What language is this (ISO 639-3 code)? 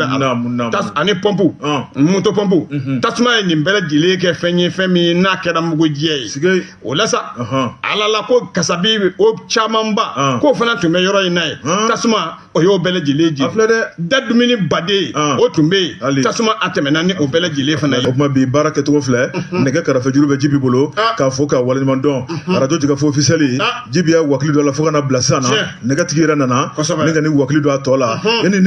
bam